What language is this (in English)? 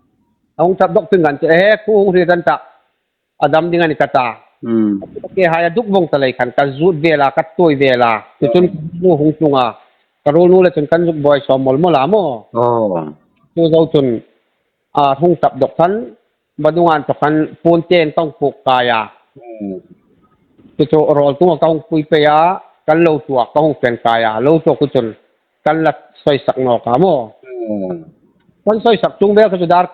Hmar